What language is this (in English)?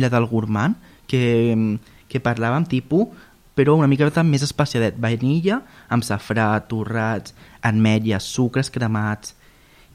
Catalan